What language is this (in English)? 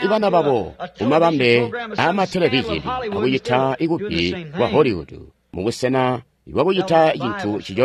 Tonga (Zambia)